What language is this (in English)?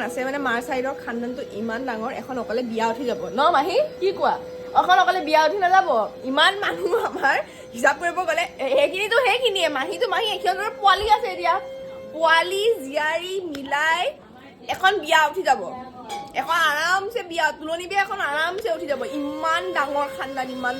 Assamese